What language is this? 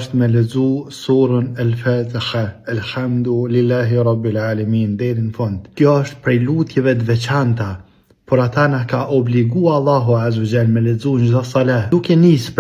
Albanian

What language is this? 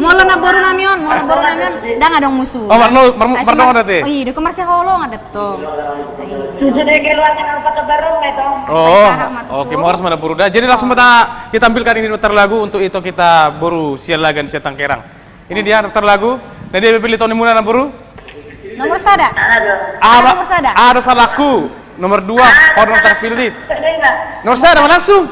Batak Toba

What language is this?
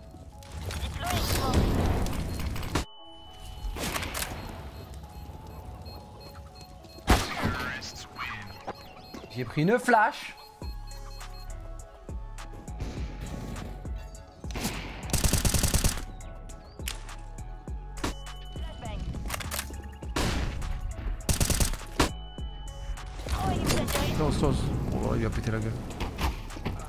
French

